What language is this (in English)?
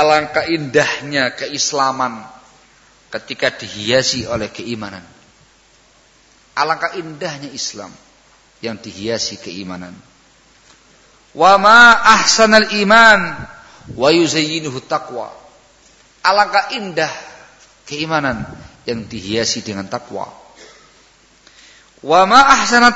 Indonesian